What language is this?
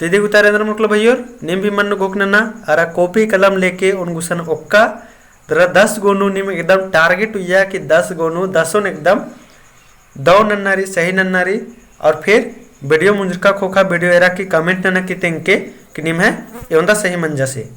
Kurukh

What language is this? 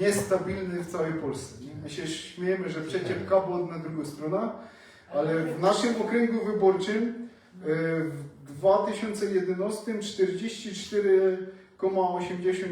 Silesian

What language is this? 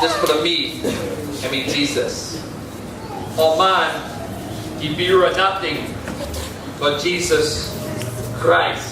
Tok Pisin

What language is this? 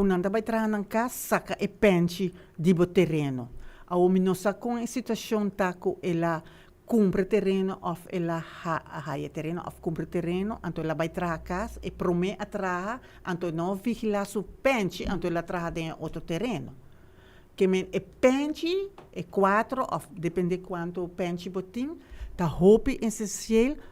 Papiamento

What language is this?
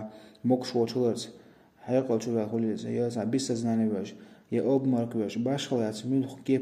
Chechen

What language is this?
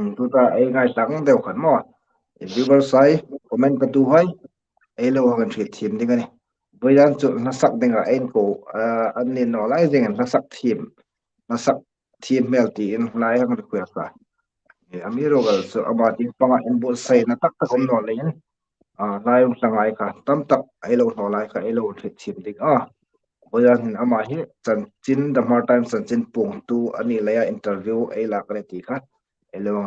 Hmar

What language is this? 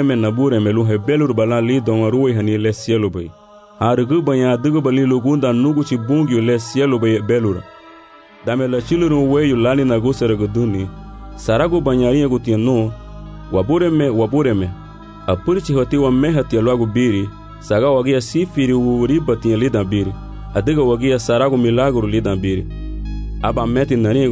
Garifuna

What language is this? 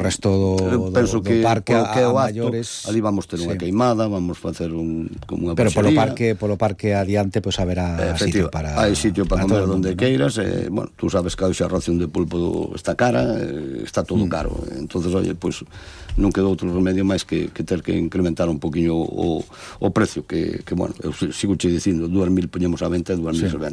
Galician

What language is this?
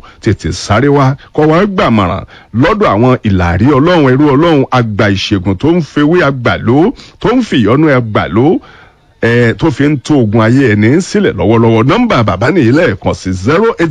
Yoruba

